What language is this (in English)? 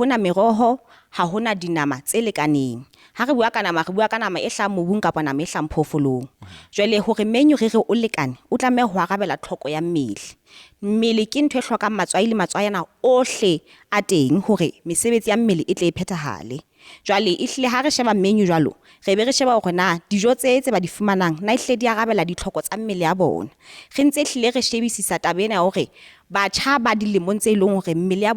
Southern Sotho